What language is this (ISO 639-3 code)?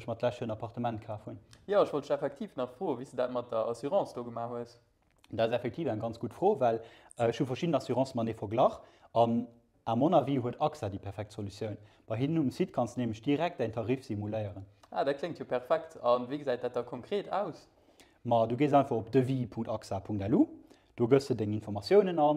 ltz